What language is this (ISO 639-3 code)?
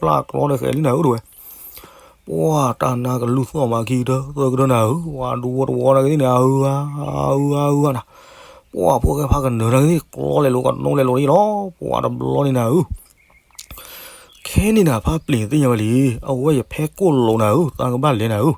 ksw